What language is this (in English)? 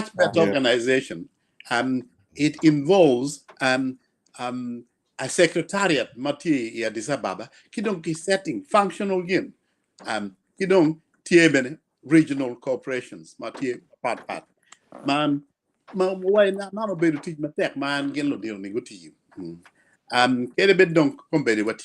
Acoli